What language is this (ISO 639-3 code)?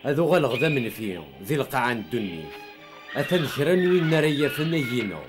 kab